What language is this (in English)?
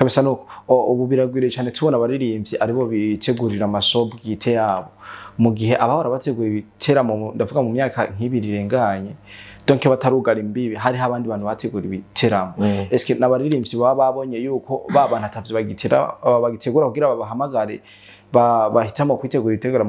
Rundi